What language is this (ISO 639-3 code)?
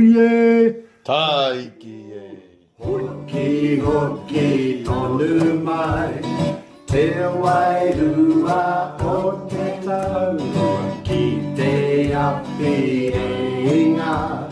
mri